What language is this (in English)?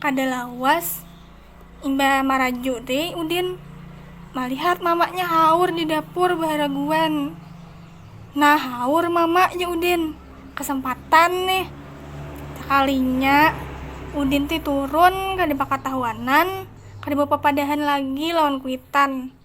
Banjar